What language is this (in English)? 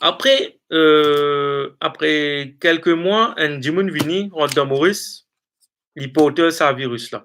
Morisyen